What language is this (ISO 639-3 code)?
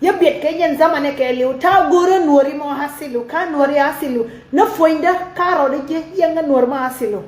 nus